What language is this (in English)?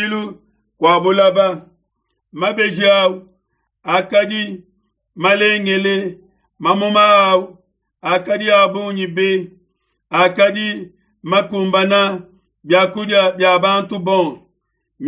Luba-Lulua